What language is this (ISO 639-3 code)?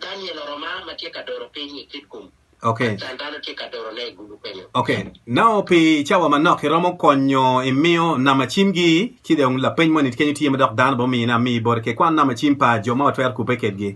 ach